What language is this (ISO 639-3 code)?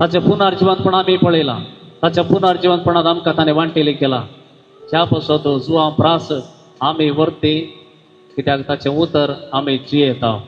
kok